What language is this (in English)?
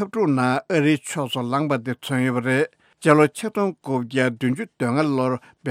Tibetan